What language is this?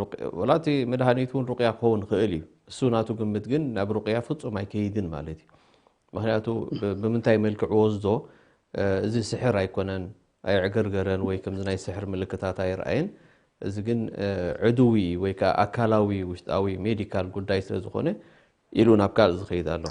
Tigrinya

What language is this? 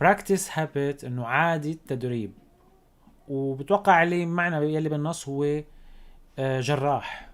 North Levantine Arabic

